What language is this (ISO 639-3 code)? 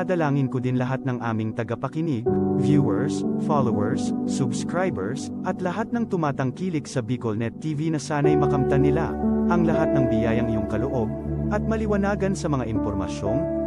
bik